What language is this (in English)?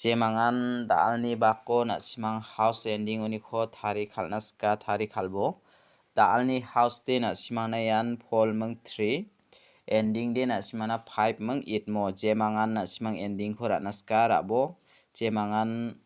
Garo